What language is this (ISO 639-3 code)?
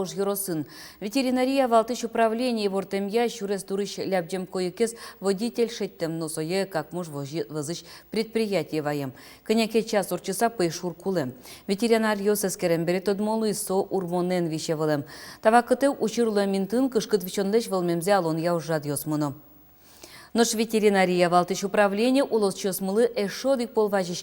udm